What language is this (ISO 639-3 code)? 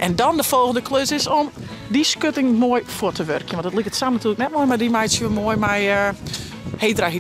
fry